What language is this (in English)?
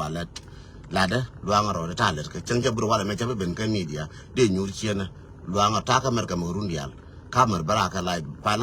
Nuer